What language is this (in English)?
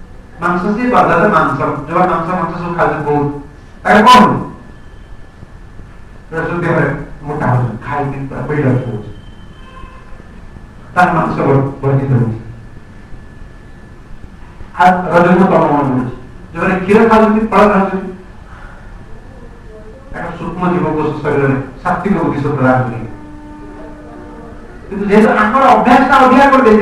Odia